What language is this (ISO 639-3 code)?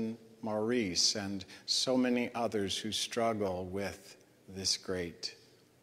eng